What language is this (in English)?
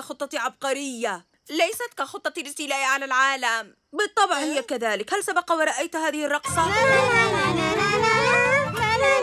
Arabic